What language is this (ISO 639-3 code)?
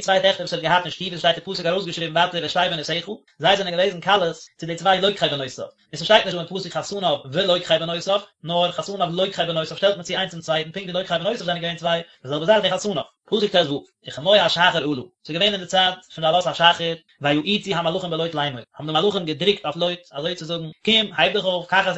yid